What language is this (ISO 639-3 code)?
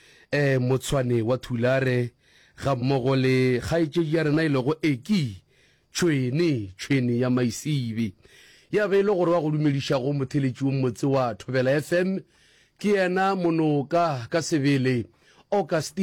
nso